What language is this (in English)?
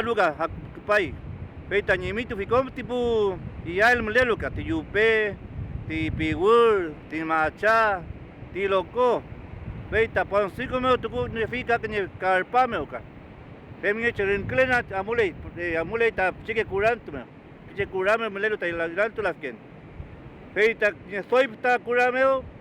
Mapuche